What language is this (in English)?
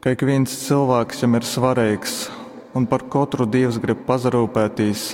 Latgalian